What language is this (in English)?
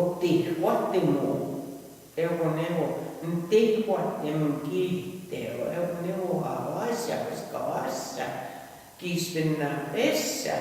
Plains Cree